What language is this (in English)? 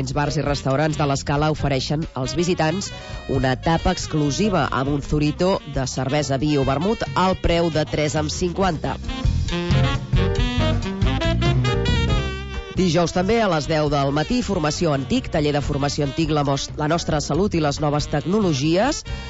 Catalan